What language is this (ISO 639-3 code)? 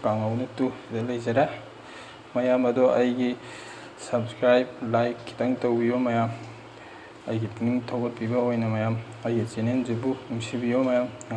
mni